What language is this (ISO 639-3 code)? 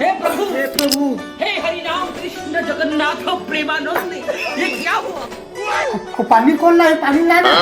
hne